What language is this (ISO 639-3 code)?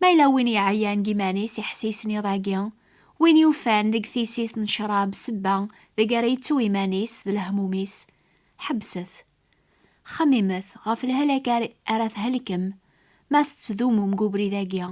kab